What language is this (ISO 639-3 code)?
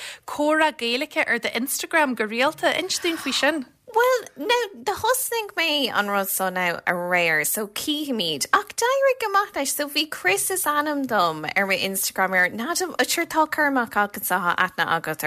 gle